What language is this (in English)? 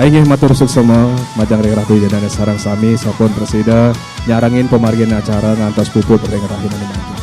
Balinese